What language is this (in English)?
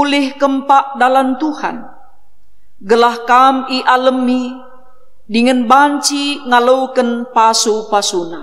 Batak Karo